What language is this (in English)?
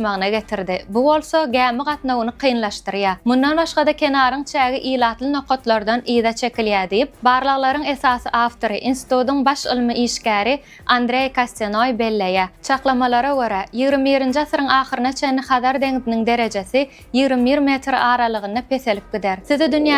Turkmen